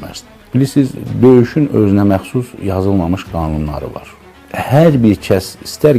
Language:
Azerbaijani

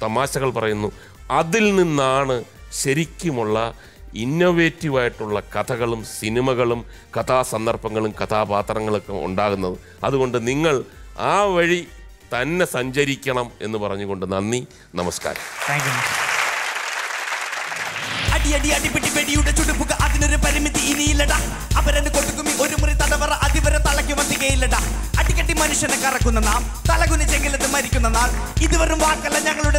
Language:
Malayalam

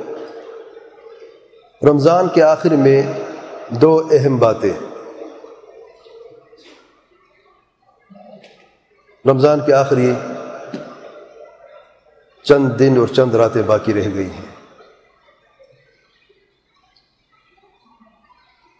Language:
Urdu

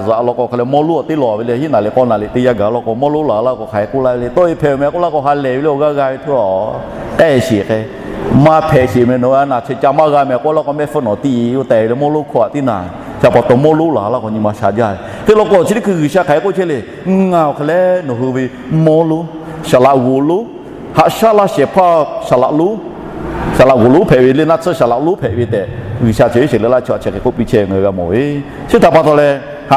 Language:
Lahu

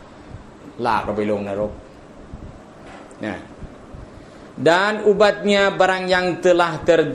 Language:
Thai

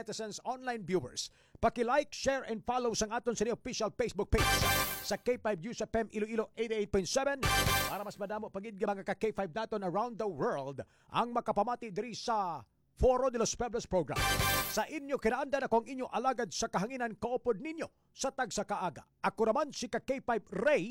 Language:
Hiligaynon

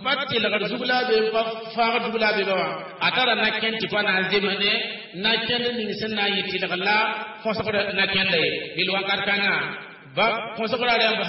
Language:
Mossi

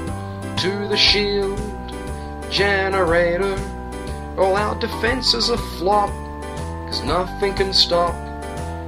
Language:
English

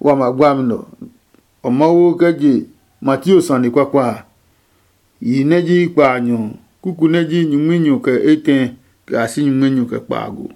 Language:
Adangme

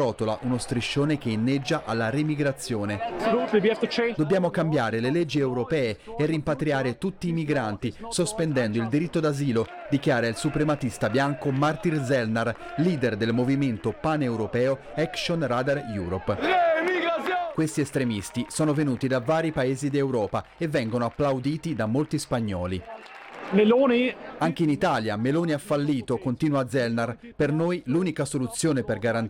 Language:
Italian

